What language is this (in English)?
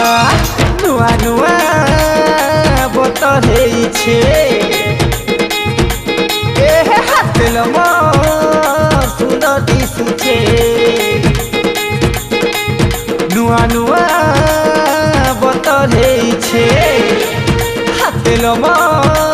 Sambalpuri